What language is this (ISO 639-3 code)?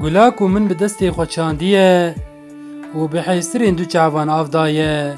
kur